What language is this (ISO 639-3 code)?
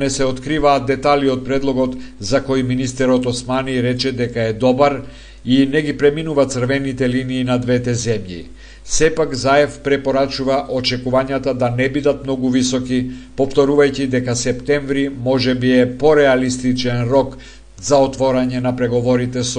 mkd